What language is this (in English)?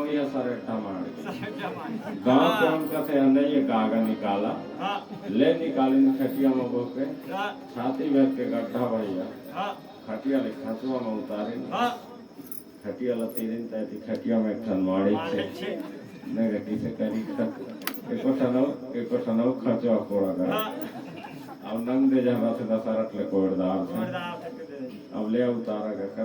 Chhattisgarhi